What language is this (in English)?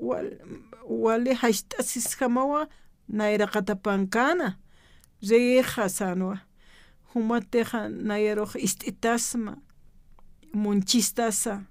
Aymara